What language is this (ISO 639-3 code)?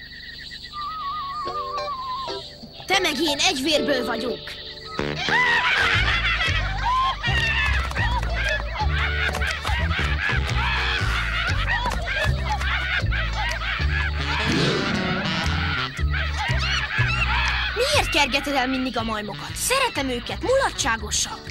hun